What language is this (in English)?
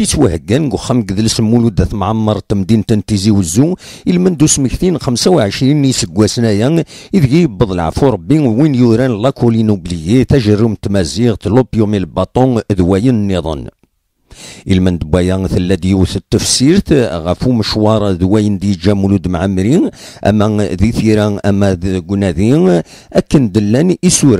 Kabyle